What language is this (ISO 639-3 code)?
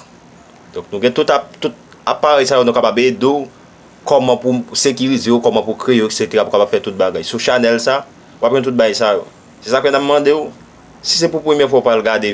hat